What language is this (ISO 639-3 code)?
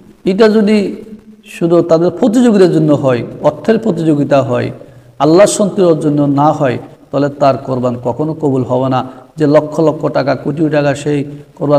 ben